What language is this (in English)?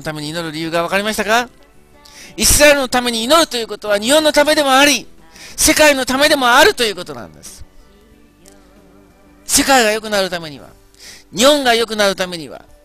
Japanese